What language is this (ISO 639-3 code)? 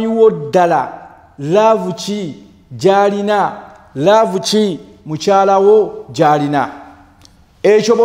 lug